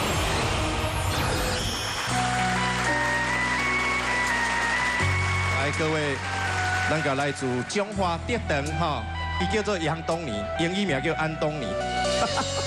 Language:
Min Nan Chinese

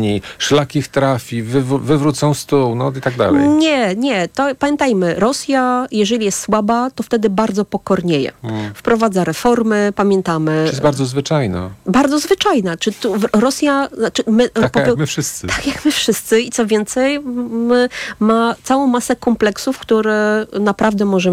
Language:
Polish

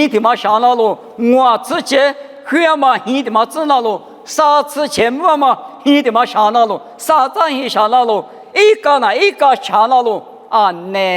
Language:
Lisu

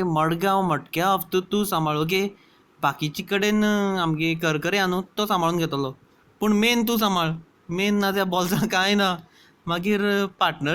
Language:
Konkani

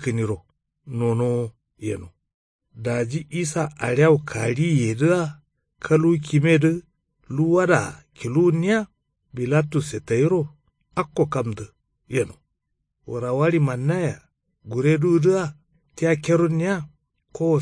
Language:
Kanuri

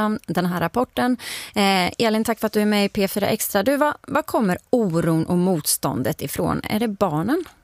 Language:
Swedish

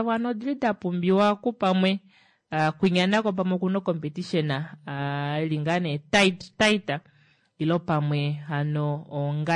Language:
Kuanyama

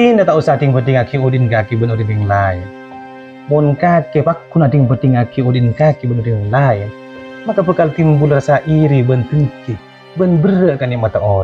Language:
Madurese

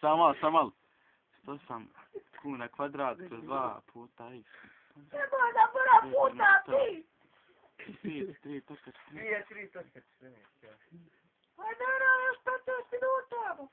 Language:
Bosnian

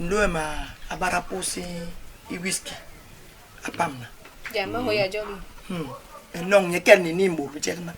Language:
Basaa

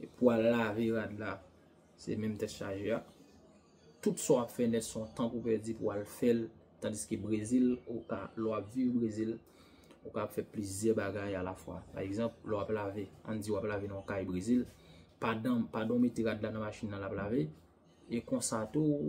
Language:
Haitian Creole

